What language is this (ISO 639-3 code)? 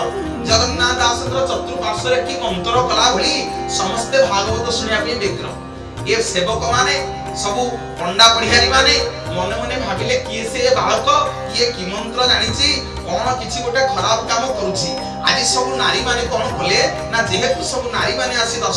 ori